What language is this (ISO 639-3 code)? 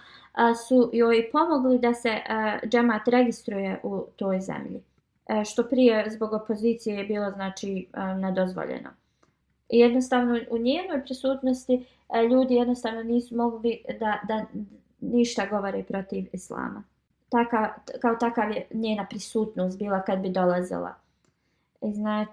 bos